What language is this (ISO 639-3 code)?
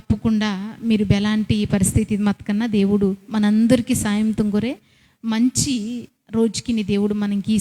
kff